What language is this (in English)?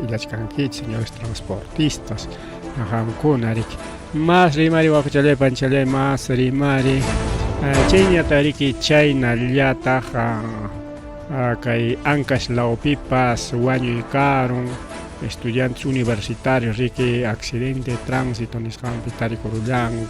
Ayacucho Quechua